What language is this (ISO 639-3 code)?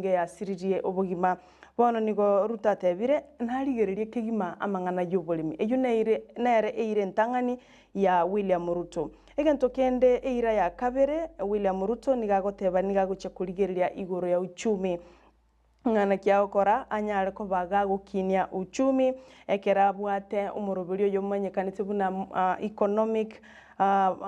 guz